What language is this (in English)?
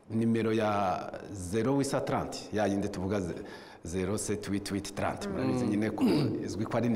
Kinyarwanda